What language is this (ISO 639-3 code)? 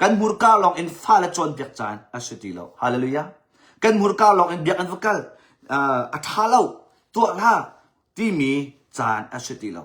cnh